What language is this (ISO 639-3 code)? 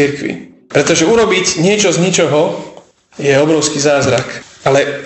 slk